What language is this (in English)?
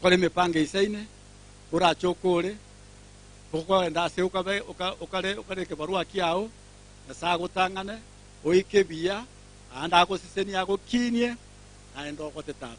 Gusii